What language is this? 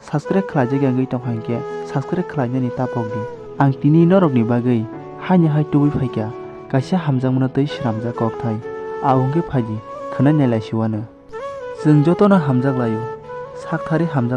Kok Borok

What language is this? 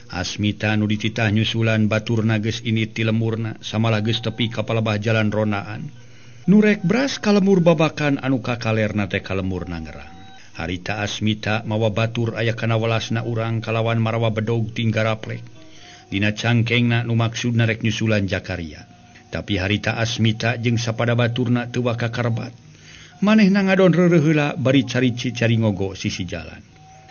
Sundanese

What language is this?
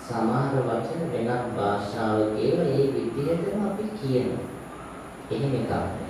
Sinhala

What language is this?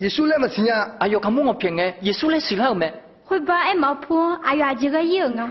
Akha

